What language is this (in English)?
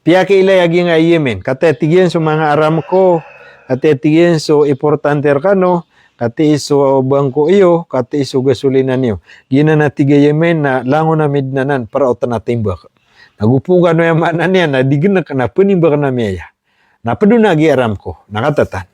Maranao